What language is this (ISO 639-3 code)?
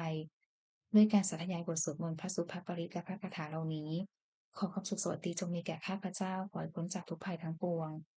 pli